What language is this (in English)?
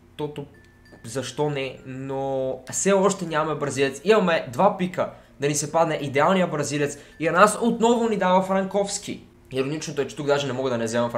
Bulgarian